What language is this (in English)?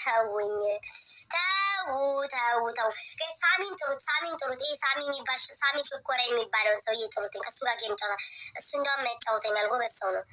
Amharic